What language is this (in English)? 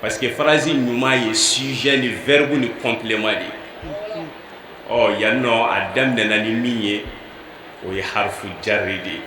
Bambara